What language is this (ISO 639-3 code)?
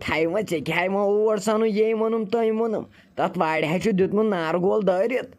kas